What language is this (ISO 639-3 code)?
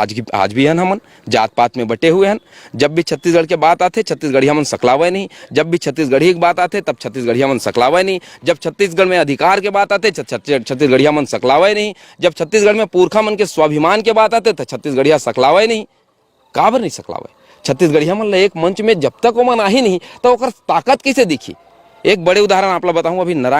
hne